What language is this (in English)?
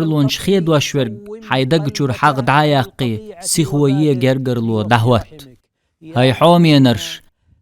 Chechen